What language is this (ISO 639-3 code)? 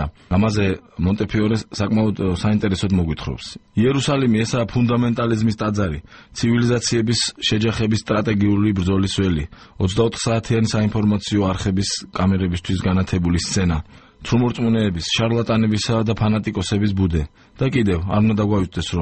kat